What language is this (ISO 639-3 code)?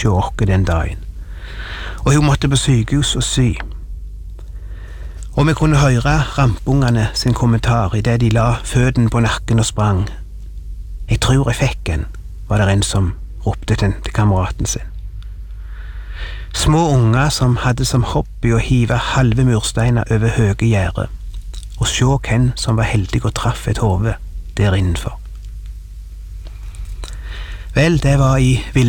nor